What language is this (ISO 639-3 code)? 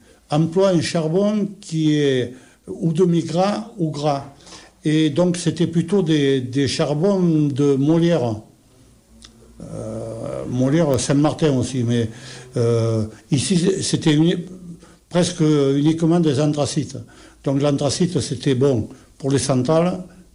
fra